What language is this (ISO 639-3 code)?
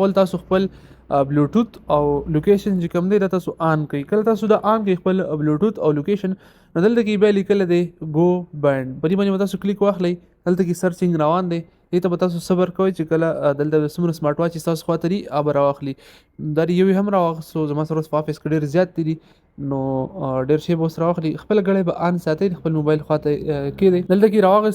pus